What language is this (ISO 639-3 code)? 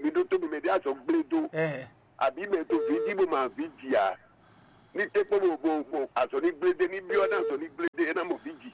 fon